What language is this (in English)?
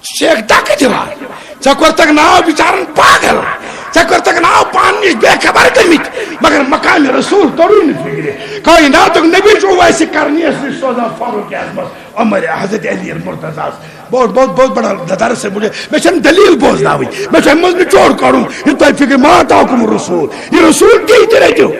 Kashmiri